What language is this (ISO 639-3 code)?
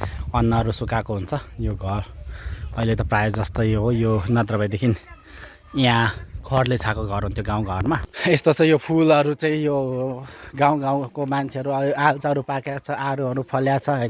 nep